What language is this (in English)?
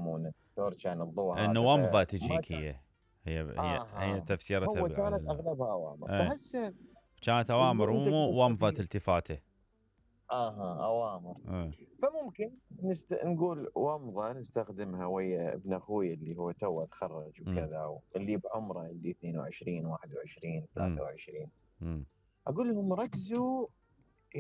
Mesopotamian Arabic